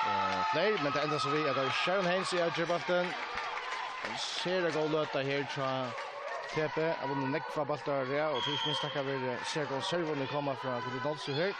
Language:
Faroese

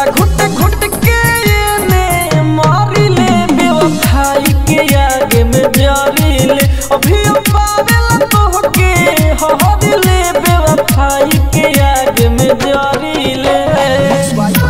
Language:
Bhojpuri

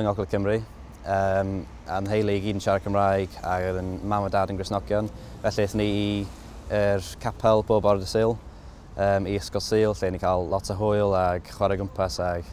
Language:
Welsh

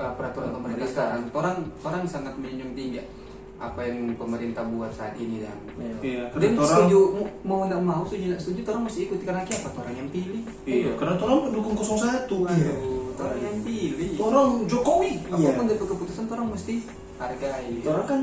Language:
Manado Malay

